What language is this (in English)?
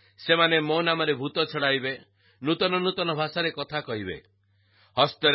Odia